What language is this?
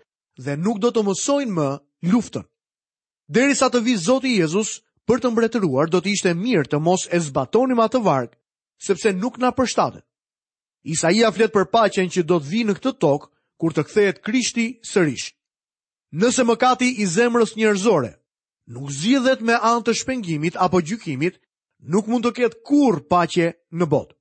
Albanian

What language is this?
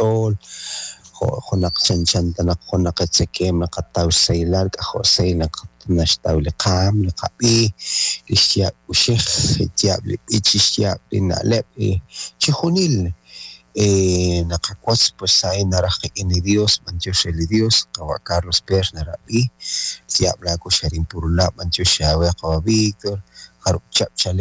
Kekchí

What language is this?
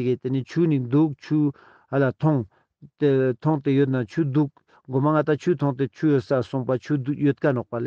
Ladakhi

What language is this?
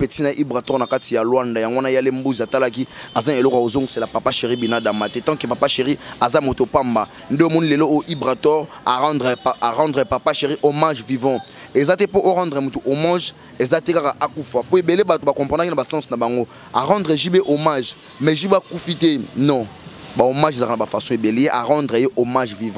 Lingala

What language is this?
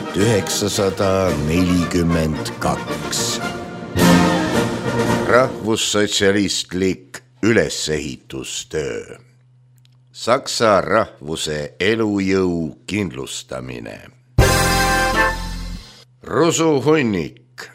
Estonian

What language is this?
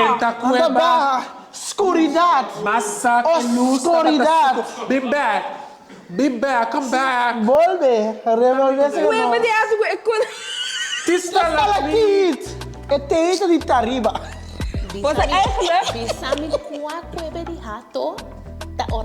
Papiamento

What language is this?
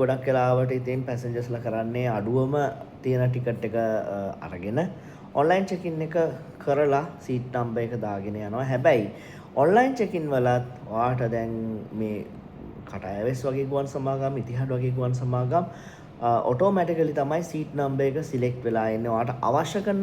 Sinhala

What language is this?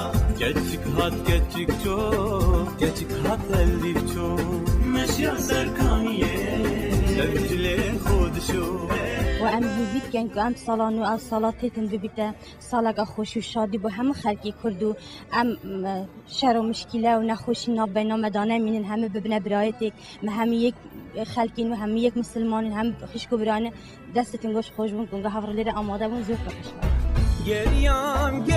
Kurdish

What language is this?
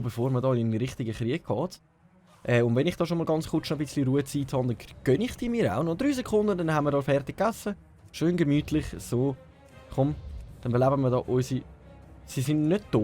Swiss German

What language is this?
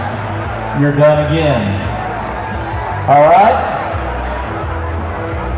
English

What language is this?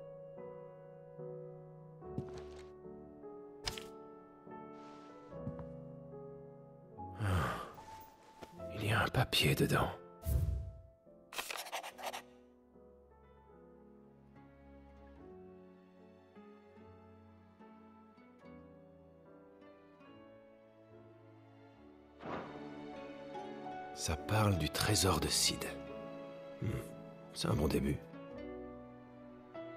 French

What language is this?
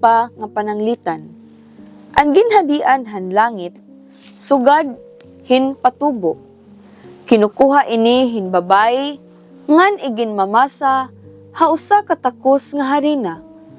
Waray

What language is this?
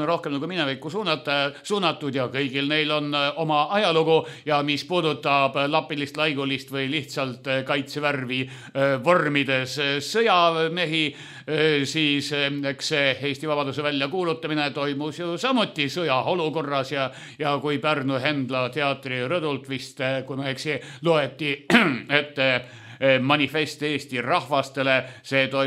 Estonian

